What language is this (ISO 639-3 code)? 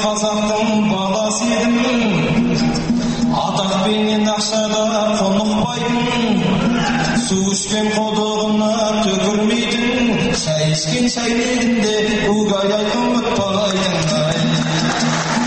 kaz